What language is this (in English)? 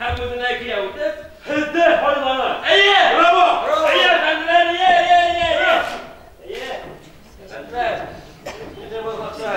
Bashkir